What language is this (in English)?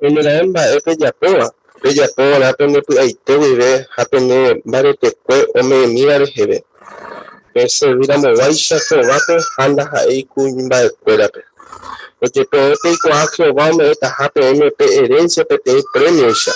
Guarani